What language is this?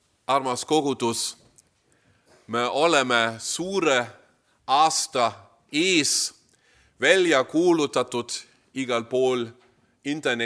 Estonian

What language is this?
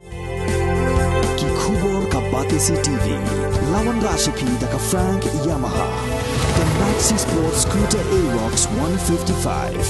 Khasi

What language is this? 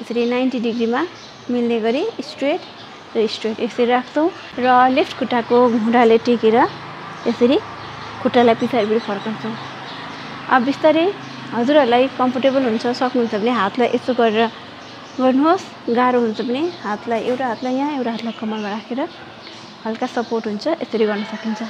Nepali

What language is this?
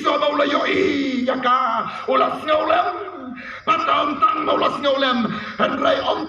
Khasi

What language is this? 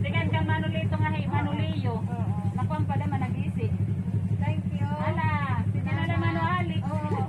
Waray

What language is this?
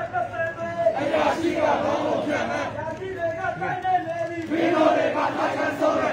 Burmese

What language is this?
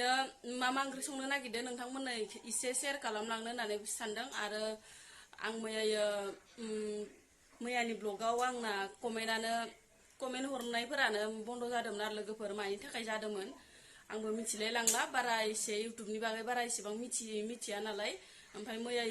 Bodo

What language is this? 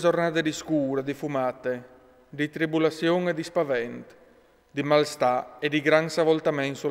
Friulian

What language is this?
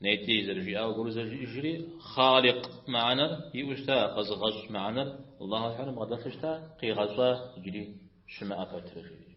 Kabardian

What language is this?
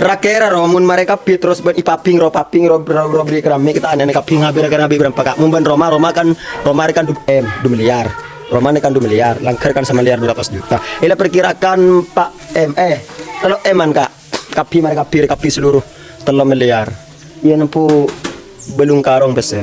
Madurese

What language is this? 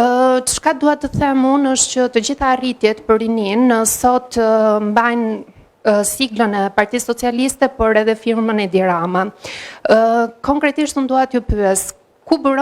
Albanian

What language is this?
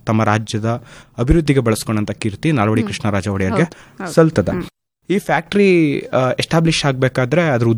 Kannada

